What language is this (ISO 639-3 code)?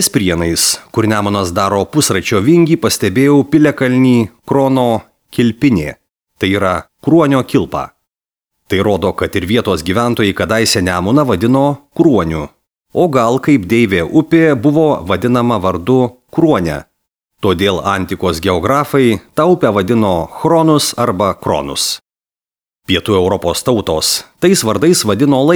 lit